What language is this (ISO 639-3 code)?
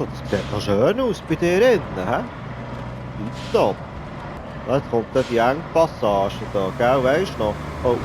gsw